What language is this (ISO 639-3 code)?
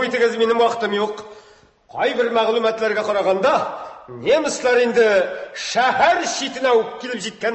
tat